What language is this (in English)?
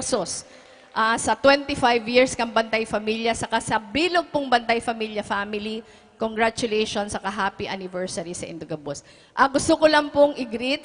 Bikol